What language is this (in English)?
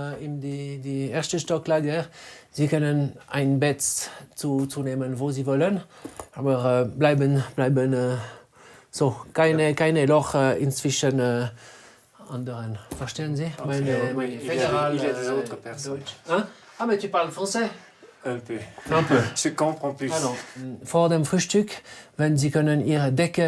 Swiss German